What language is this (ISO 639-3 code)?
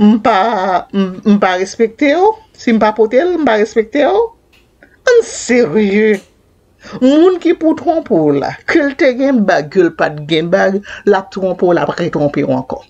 hat